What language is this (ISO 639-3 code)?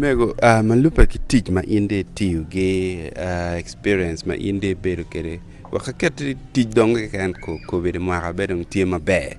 ach